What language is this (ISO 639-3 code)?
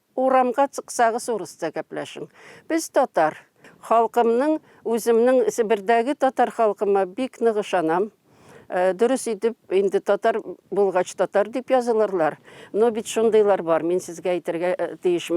tat